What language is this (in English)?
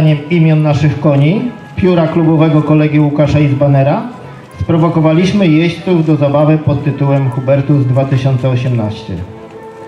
Polish